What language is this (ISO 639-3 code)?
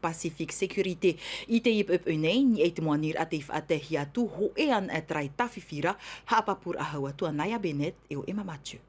tah